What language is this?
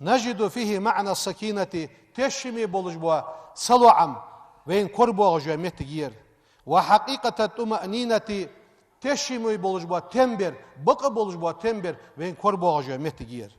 Ingush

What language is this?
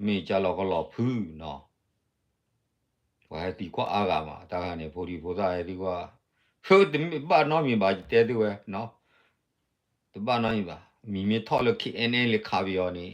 S'gaw Karen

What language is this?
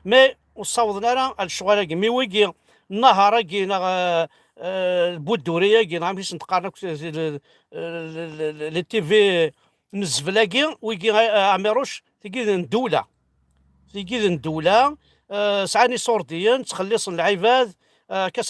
Kabyle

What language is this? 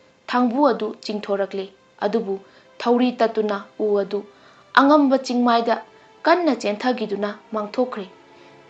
Manipuri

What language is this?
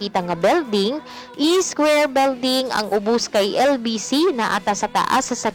Cebuano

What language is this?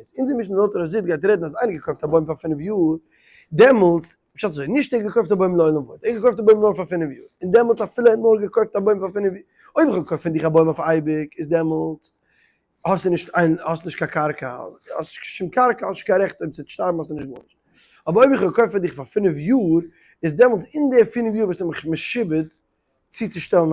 Yiddish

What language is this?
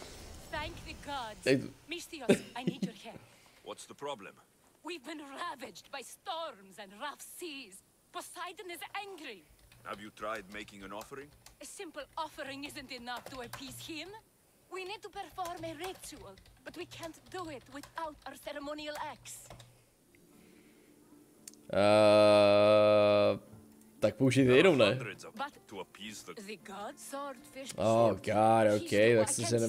Czech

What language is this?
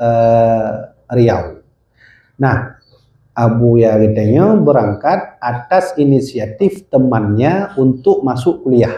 Achinese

